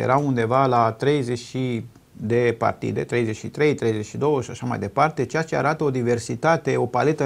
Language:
Romanian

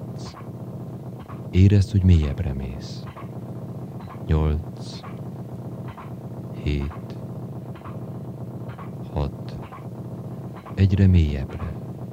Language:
Hungarian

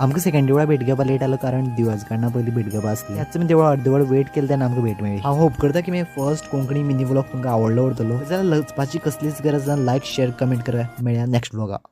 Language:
Konkani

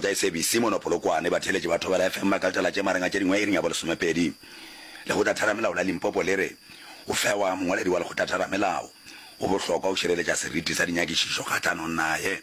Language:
Northern Sotho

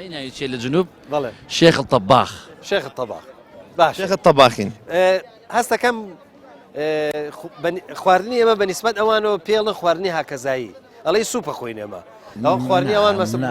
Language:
Central Kurdish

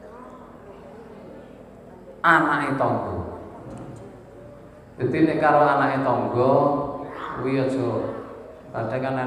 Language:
Javanese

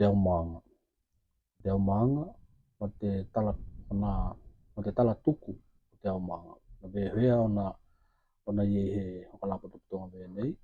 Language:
Tokelau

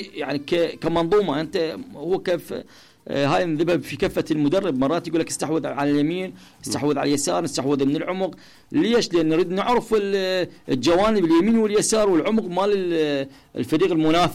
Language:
Mesopotamian Arabic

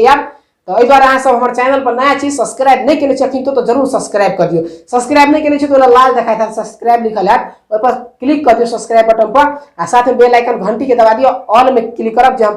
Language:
Maithili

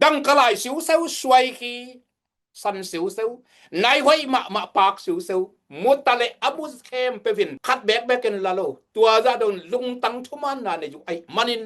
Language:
Tedim Chin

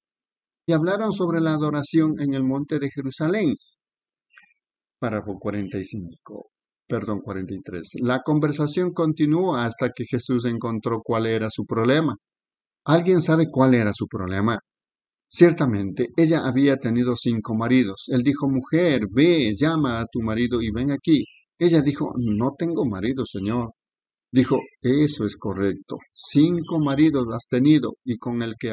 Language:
Spanish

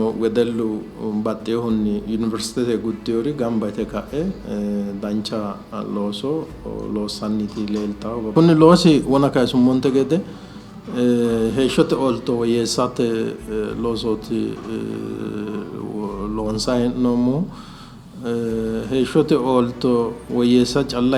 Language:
Sidamo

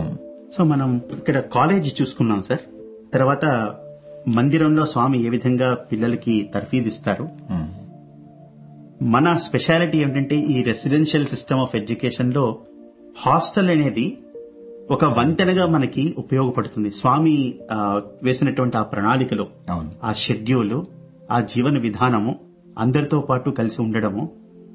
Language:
Telugu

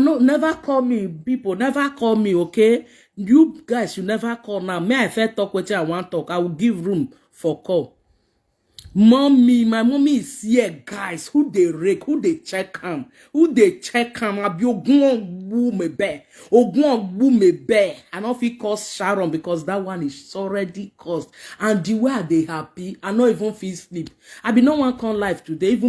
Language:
Nigerian Pidgin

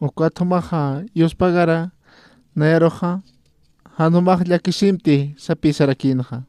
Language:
Aymara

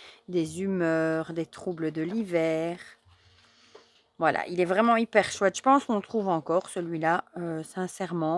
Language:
French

